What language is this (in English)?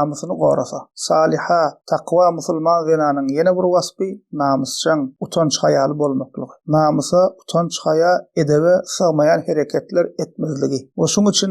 Turkmen